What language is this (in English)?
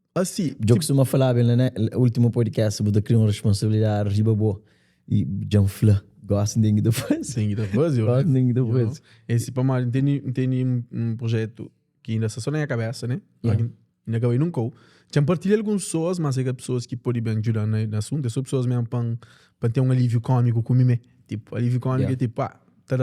Kabuverdianu